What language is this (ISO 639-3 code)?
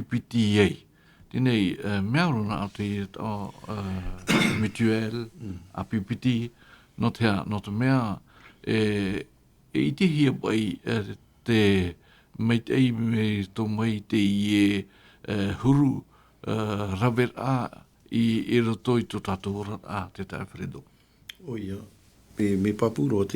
tah